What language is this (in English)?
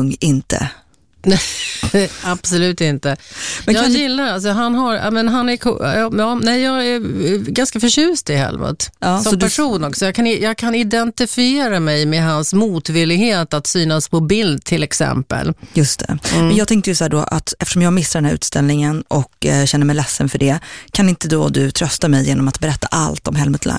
Swedish